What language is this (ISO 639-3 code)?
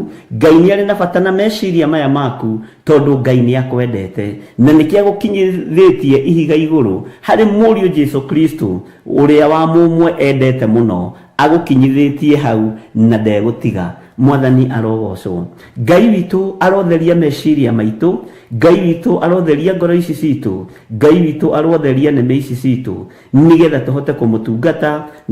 kik